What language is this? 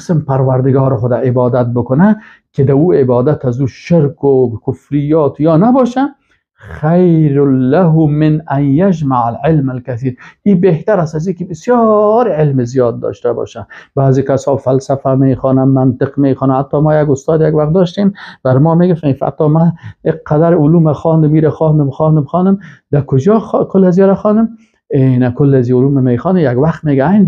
Persian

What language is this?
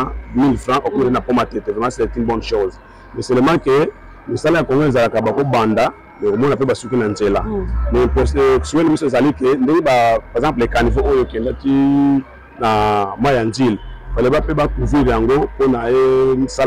Lingala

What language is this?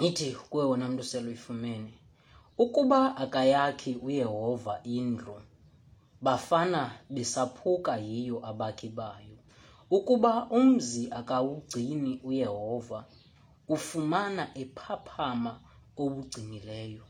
Xhosa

